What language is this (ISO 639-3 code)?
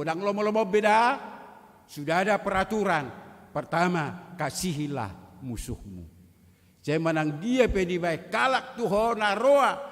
bbc